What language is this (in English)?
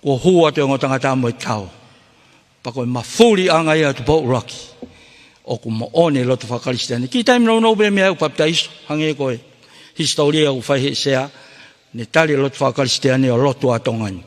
Tongan